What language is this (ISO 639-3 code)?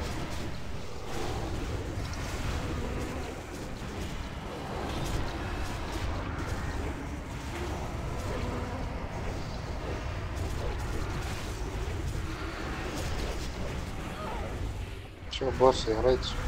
rus